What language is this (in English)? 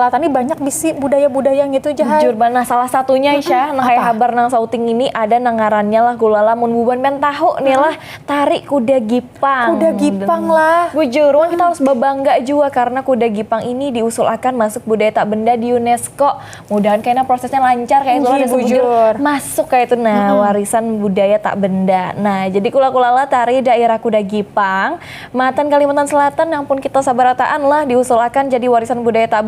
Banjar